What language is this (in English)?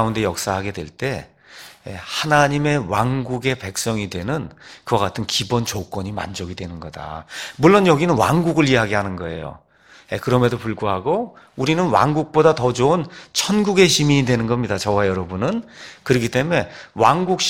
Korean